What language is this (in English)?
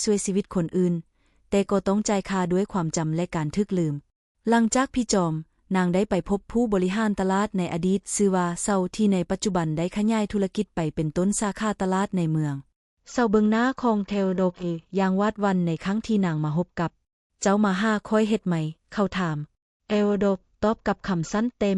Lao